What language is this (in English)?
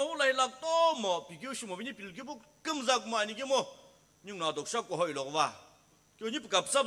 Sumi Naga